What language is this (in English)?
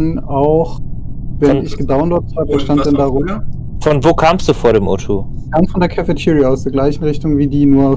Swiss German